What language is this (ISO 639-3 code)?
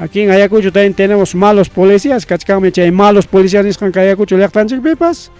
quy